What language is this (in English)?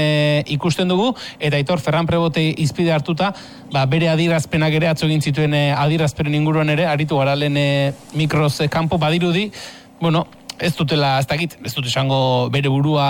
Basque